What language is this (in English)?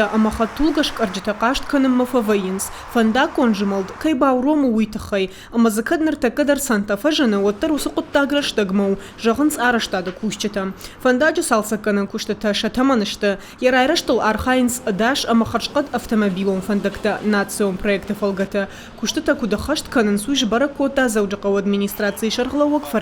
Ossetic